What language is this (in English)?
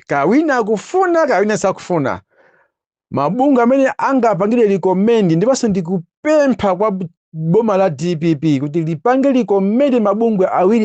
Nyanja